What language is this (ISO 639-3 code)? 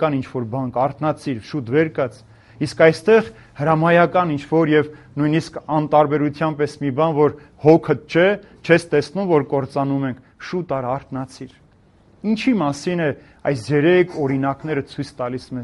hye